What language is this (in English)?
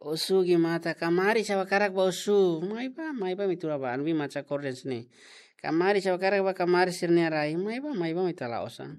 Tetum